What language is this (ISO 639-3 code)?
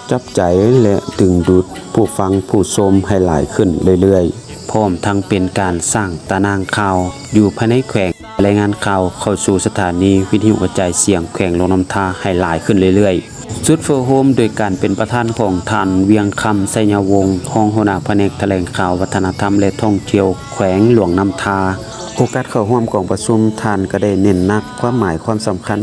lao